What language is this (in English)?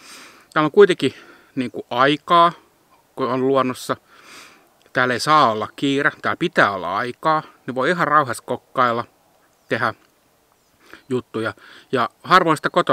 Finnish